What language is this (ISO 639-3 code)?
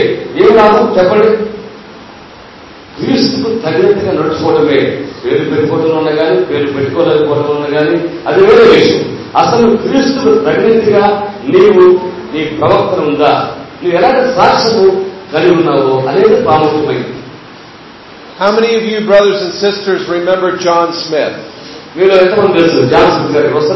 tel